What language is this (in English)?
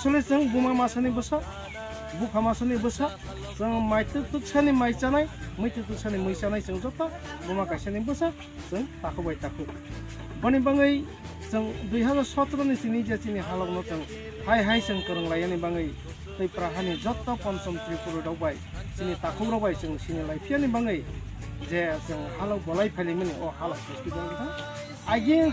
Kok Borok